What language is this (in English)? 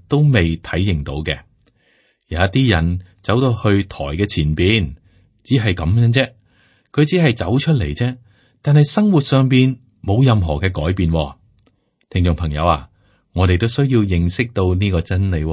Cantonese